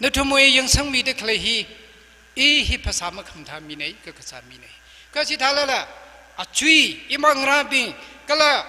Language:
Tangkhul Naga (India)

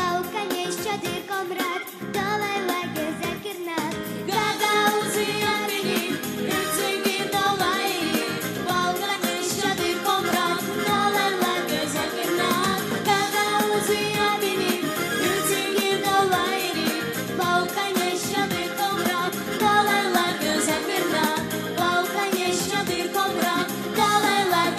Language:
Gagauz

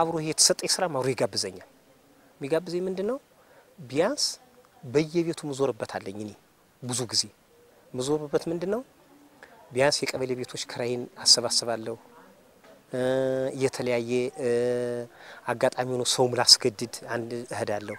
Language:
Amharic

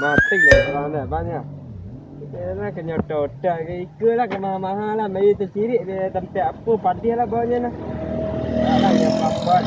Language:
Minangkabau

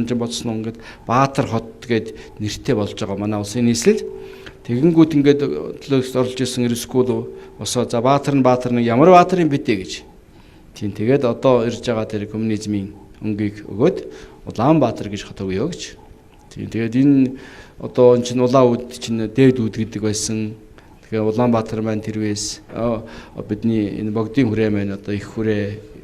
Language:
Mongolian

